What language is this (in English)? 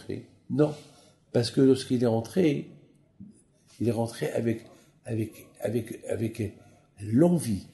French